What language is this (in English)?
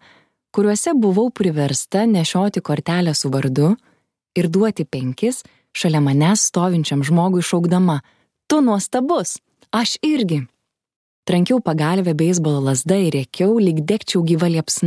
Lithuanian